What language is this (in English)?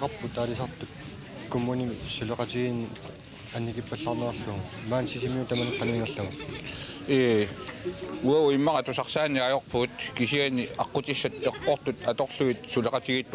Kalaallisut